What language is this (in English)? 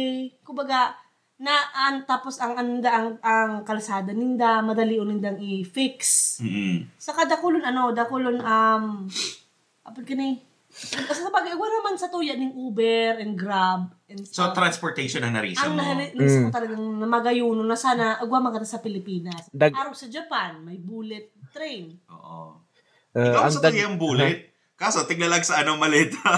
Bikol